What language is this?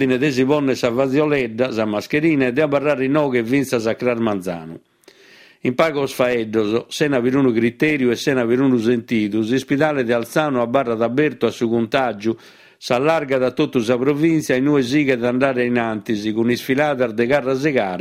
Sardinian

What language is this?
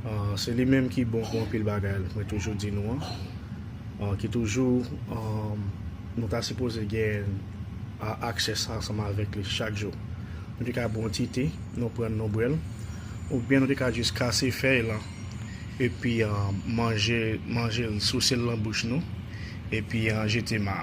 Haitian Creole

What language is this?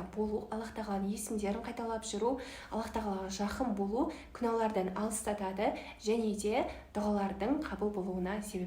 Kazakh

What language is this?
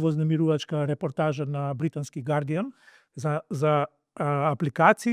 Macedonian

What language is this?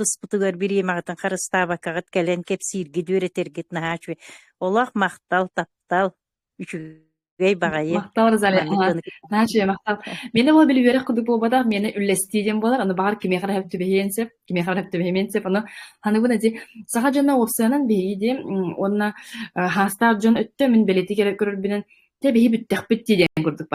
Yakut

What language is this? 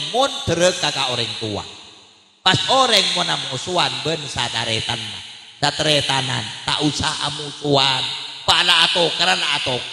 Madurese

